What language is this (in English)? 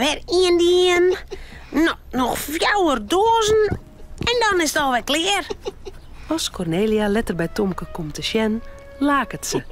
Western Frisian